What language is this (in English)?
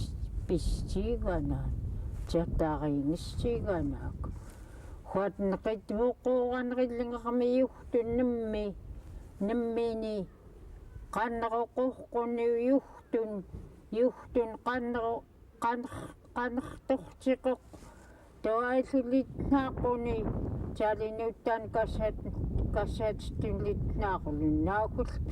Central Yupik